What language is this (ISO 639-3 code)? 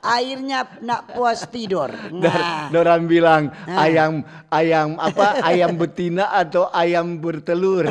xmm